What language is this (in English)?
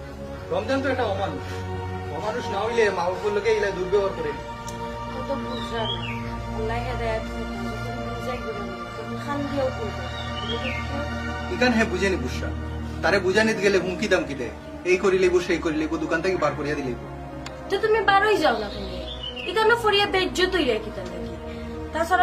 Sylheti